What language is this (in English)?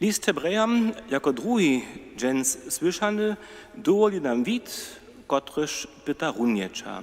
Upper Sorbian